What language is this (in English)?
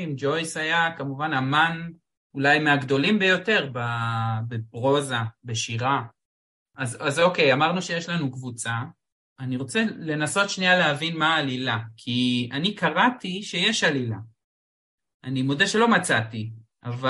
Hebrew